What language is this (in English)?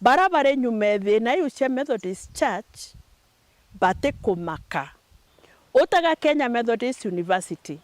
Meru